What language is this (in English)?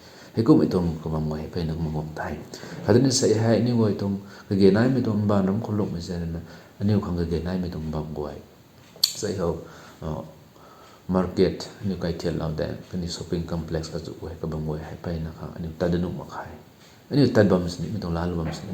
Rongmei Naga